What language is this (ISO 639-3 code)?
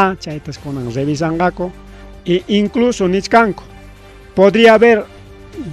quy